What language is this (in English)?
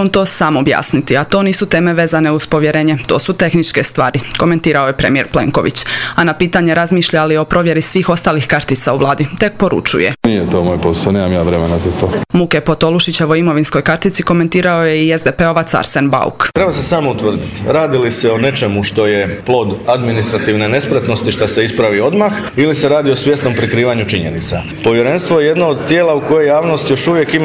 Croatian